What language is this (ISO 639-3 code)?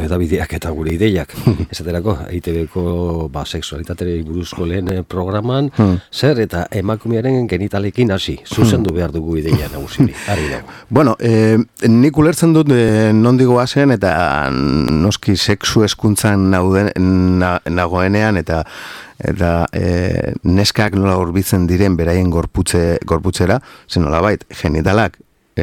eus